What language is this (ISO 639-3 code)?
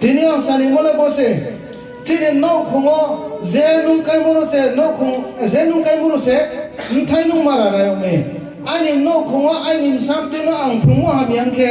ria